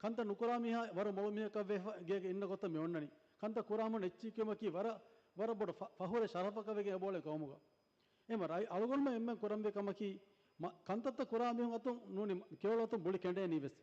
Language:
Divehi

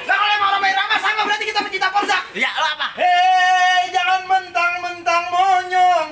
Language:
Betawi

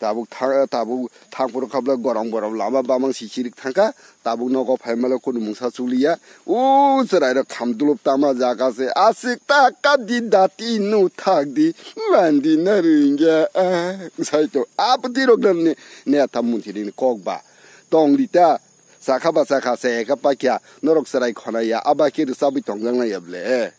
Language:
Kok Borok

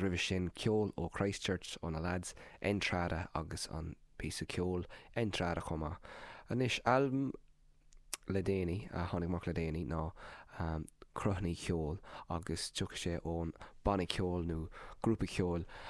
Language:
Irish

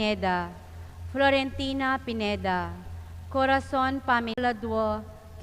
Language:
Pampanga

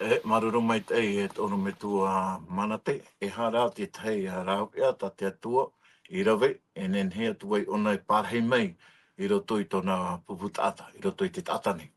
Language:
Tahitian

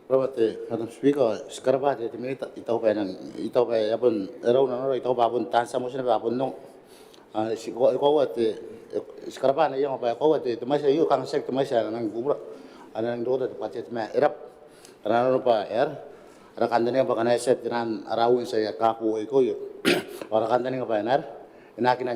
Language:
Gilbertese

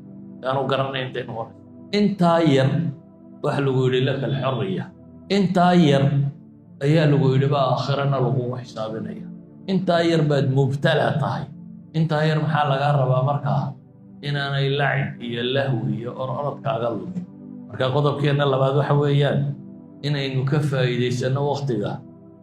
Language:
Somali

